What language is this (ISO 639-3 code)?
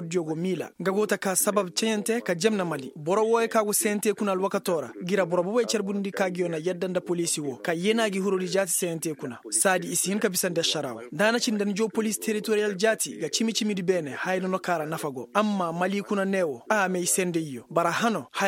ses